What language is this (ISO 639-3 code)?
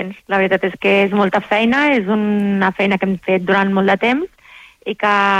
cat